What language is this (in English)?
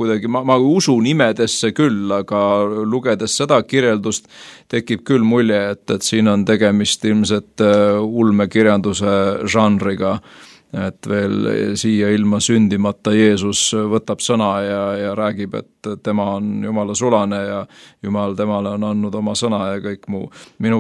Estonian